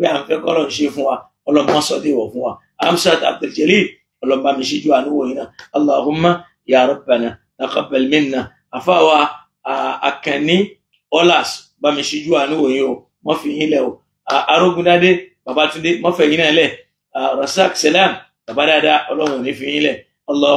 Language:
Yoruba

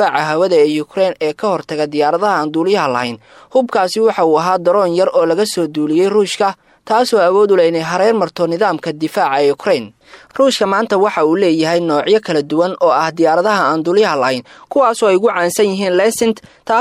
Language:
Somali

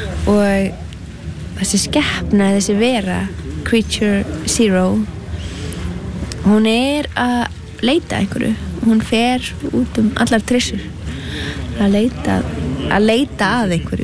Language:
Icelandic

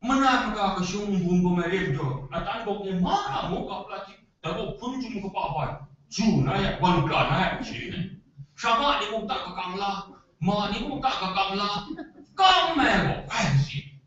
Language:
Kachin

